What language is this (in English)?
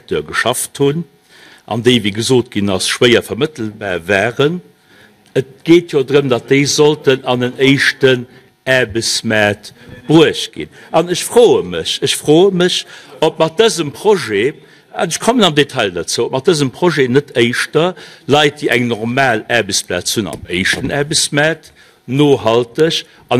Luxembourgish